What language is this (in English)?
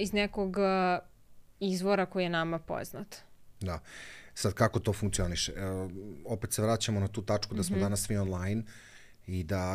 Serbian